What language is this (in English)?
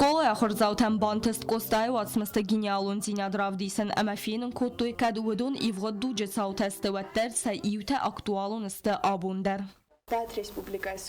Ossetic